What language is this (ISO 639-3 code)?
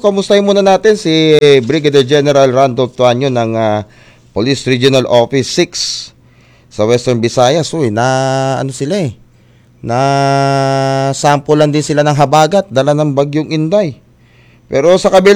fil